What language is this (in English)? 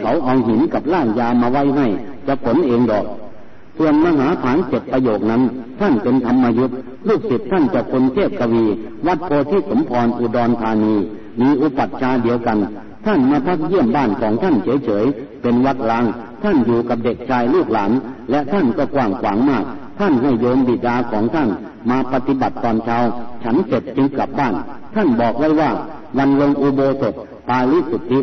Thai